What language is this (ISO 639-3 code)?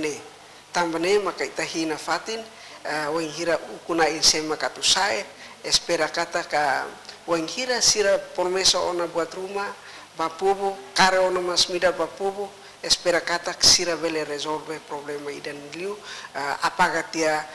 tet